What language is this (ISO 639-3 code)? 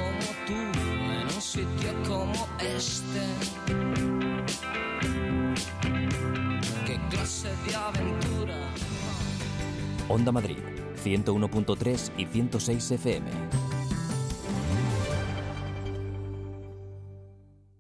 spa